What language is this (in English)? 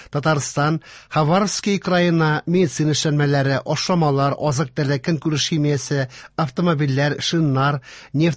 Tatar